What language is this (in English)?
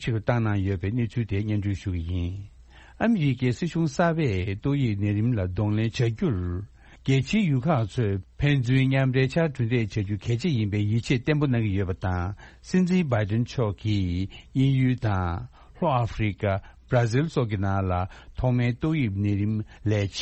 Tibetan